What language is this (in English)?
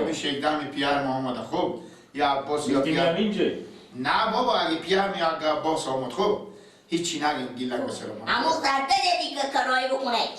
Persian